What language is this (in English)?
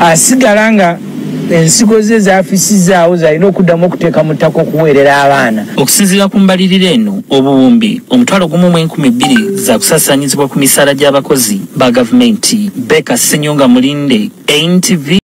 Ganda